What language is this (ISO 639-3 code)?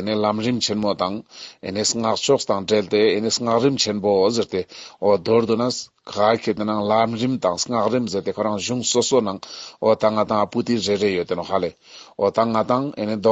lbj